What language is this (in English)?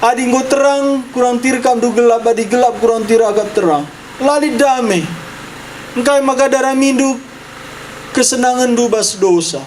Batak Karo